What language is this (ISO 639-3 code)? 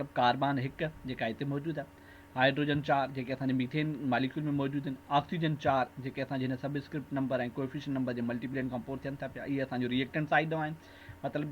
snd